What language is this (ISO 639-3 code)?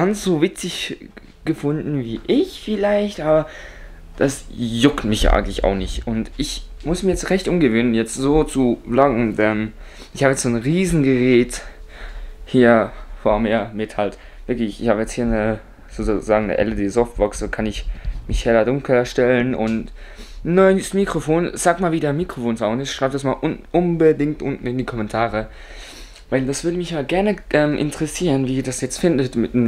gsw